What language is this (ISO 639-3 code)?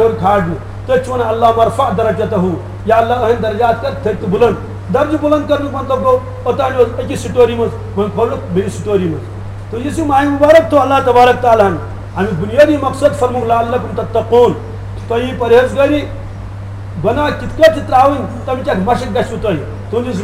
kas